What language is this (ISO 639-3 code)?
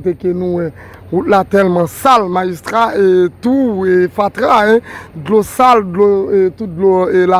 hat